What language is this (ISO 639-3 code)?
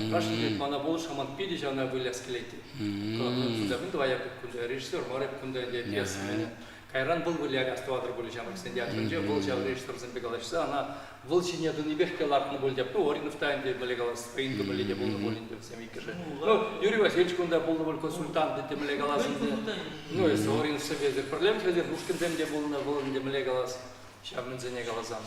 chv